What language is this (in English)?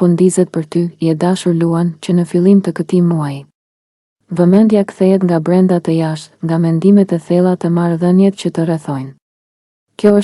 Albanian